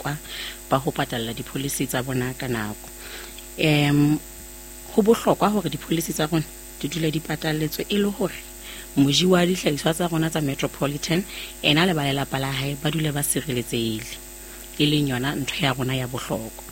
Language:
Southern Sotho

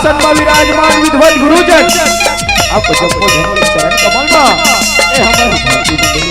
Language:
Chhattisgarhi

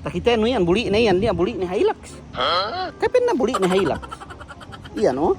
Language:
Yakan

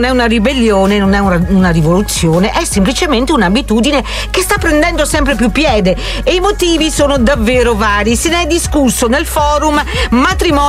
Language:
Italian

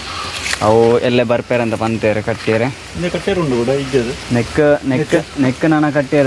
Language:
Tulu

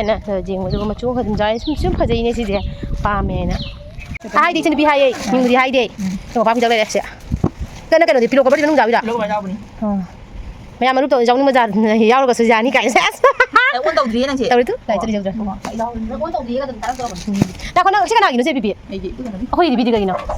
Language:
Manipuri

